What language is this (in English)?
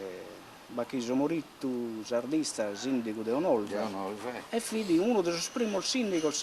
Sardinian